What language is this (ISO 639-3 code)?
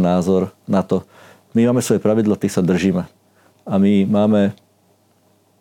slk